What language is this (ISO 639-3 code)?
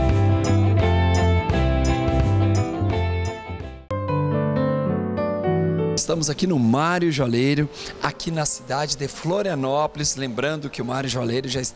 por